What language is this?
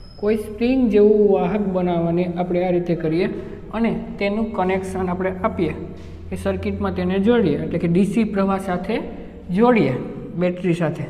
Gujarati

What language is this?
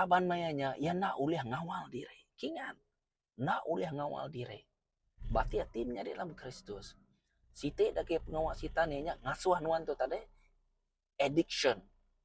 Iban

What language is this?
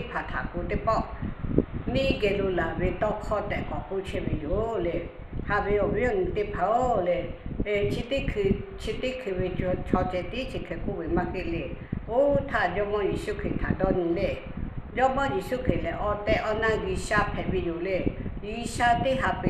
Lahu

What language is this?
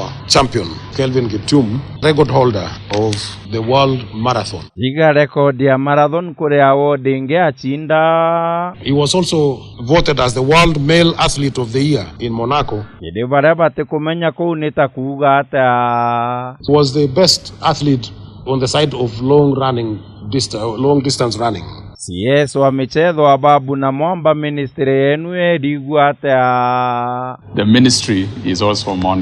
Meru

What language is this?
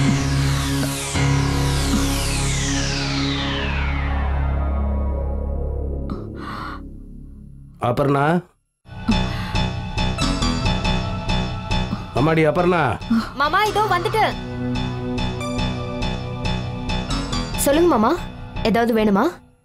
Tamil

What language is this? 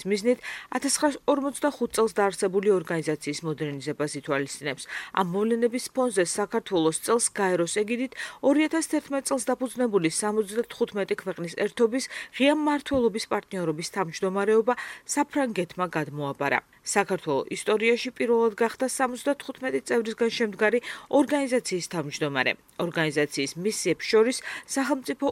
Georgian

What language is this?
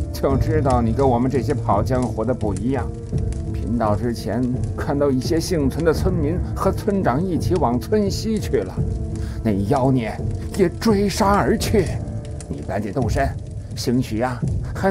Chinese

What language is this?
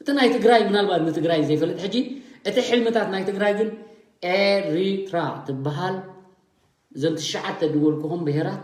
Tigrinya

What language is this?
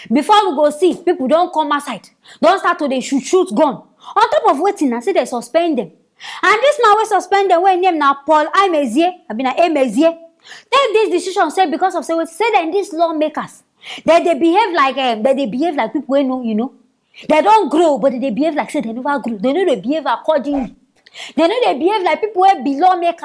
Nigerian Pidgin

